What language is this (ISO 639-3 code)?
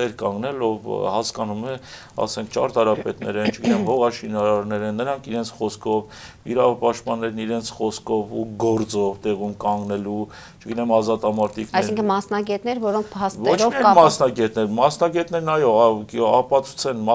hye